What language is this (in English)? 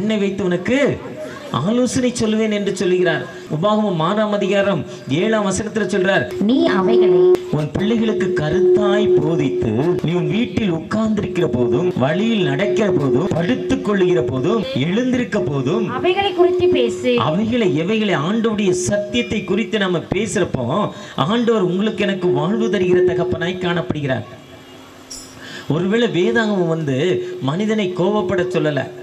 Tamil